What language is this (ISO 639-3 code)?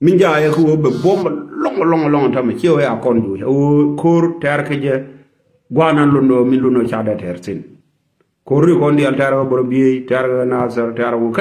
nus